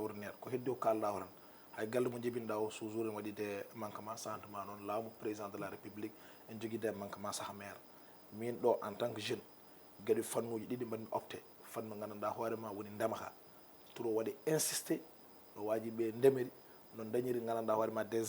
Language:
Fula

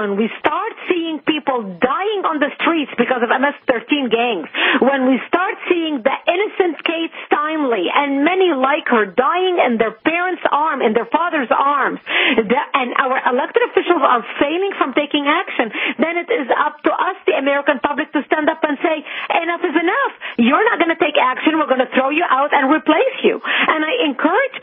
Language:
English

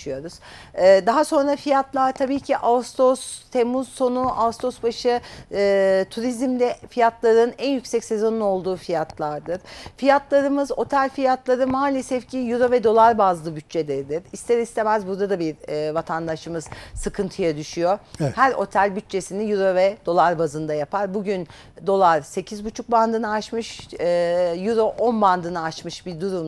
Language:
Turkish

